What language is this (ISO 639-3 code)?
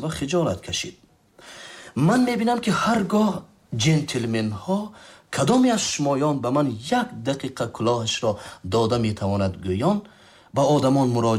tgk